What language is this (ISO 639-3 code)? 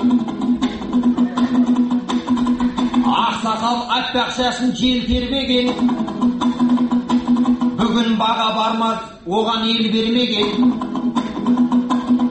kaz